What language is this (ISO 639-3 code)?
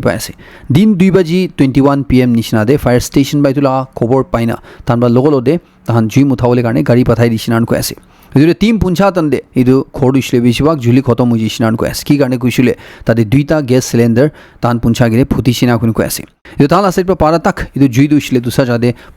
nag